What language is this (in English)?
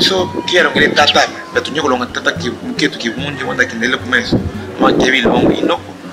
Luba-Katanga